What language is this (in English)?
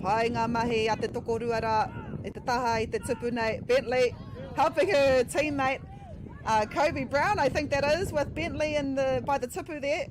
Māori